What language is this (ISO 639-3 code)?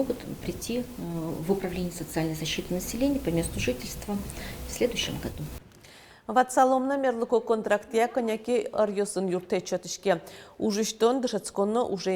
udm